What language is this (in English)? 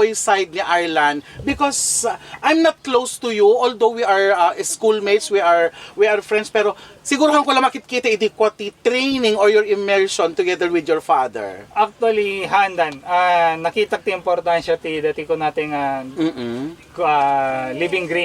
Iloko